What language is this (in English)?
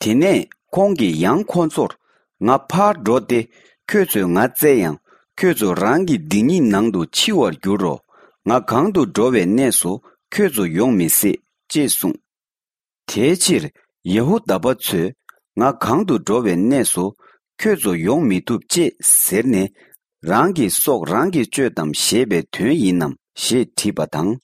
Tibetan